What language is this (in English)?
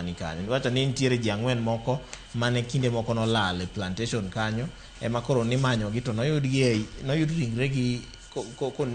Luo (Kenya and Tanzania)